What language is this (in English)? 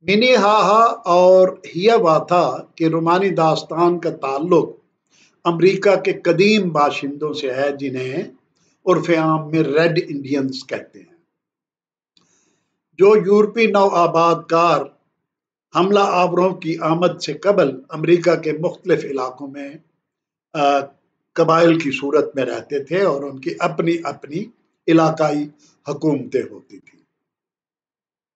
Urdu